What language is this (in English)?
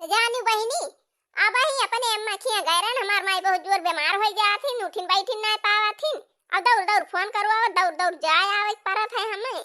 Awadhi